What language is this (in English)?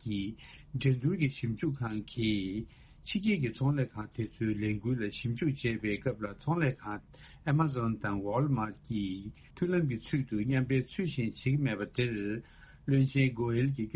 Tibetan